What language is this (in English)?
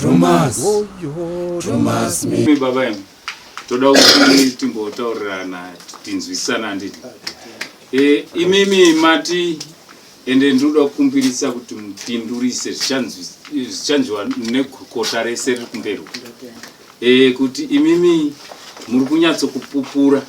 Shona